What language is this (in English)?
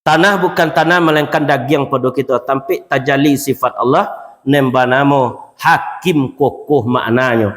Minangkabau